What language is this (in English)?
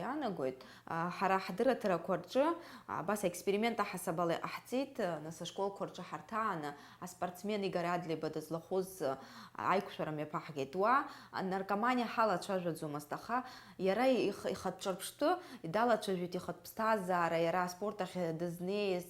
Abkhazian